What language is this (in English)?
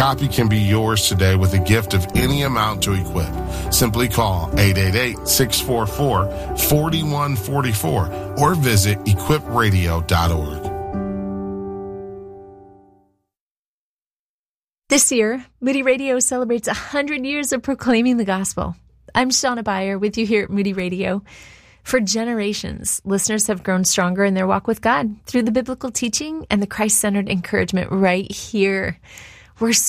English